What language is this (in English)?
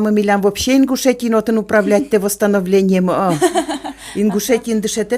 Udmurt